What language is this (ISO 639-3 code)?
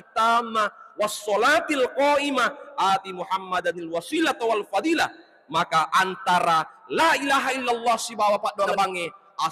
bug